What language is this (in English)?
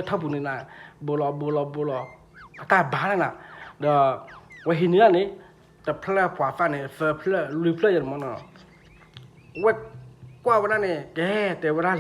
S'gaw Karen